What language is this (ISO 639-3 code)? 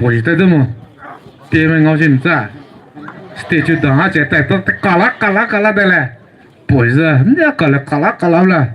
pmx